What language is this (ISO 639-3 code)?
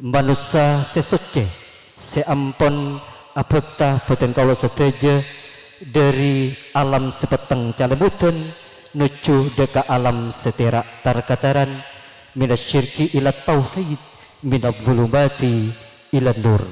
mad